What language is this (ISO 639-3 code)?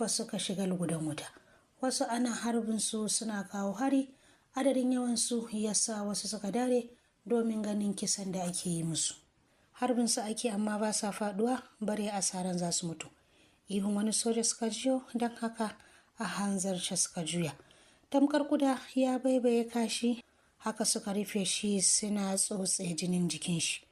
hau